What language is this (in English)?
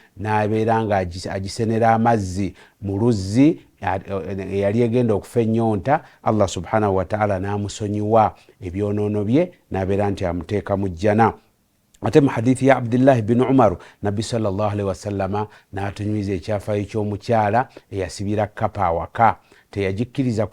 Ganda